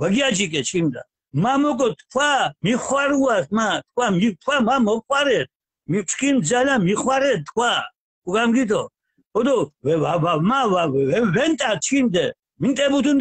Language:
Mingrelian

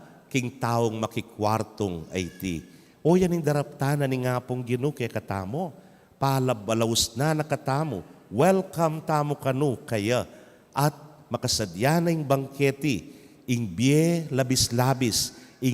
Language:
Pampanga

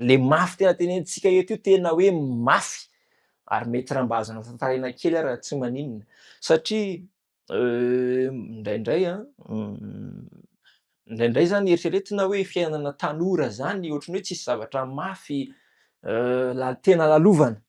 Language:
Malagasy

